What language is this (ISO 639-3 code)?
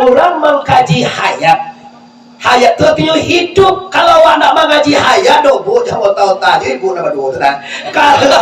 min